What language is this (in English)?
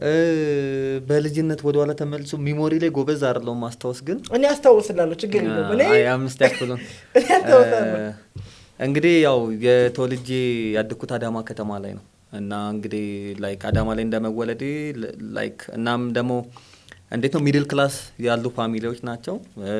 Amharic